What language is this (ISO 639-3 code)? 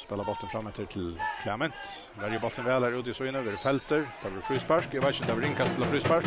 fao